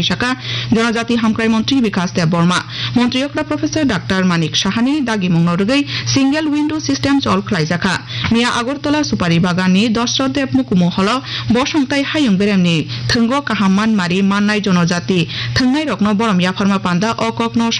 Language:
Kok Borok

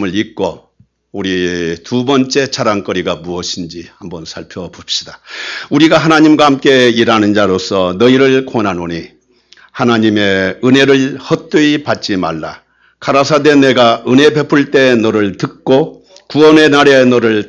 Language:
Korean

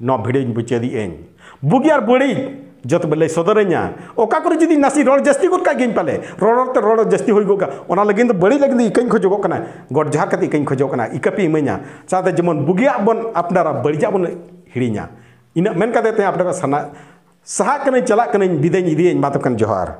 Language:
Santali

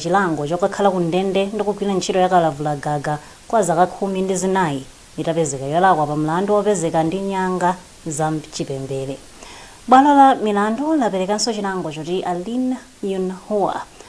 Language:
Nyanja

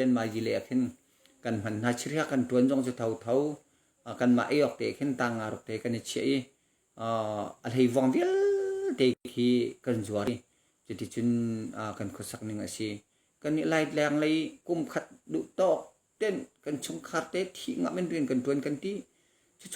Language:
Hakha Chin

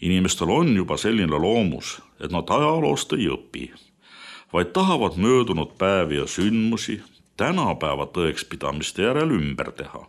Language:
Estonian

